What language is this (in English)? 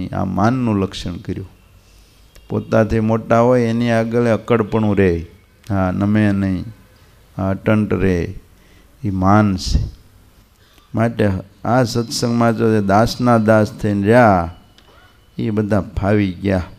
Gujarati